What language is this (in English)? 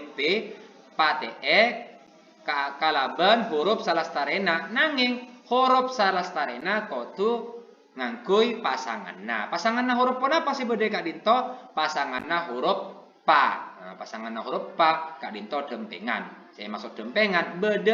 Madurese